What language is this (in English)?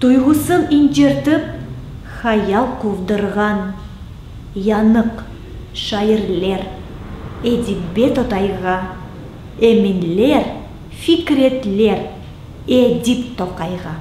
Crimean Tatar